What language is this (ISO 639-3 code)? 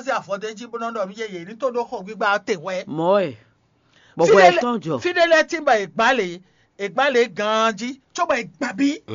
fon